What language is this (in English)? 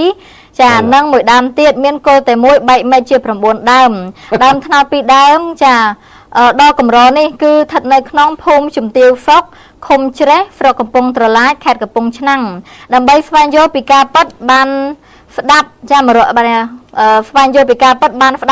Khmer